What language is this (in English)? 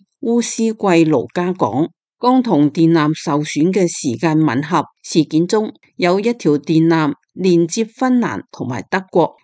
Cantonese